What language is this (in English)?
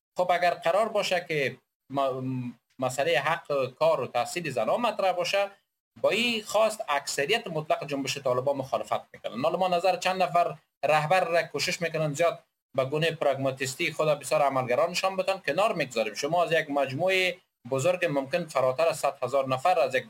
Persian